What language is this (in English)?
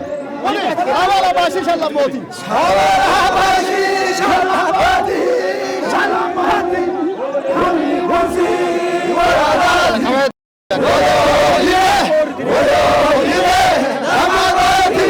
Sidamo